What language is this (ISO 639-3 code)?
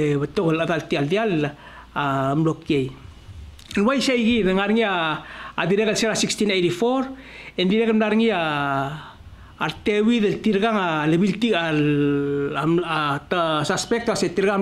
pau